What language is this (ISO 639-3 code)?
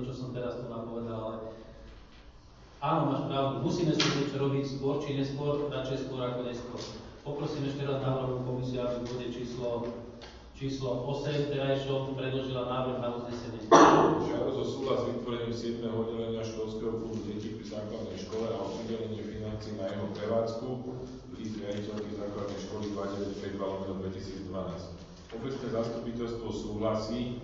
slk